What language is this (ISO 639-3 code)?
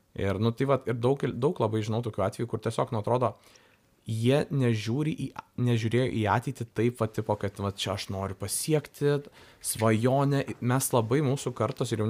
lit